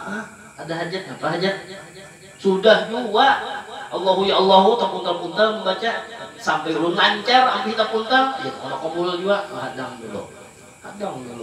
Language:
Banjar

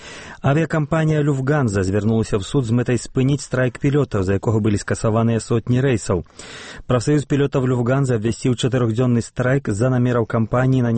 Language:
Belarusian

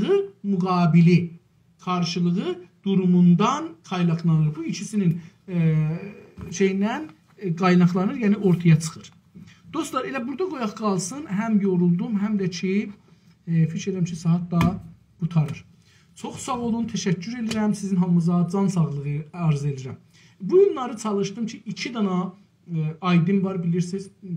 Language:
South Azerbaijani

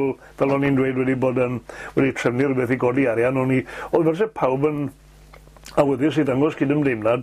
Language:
Welsh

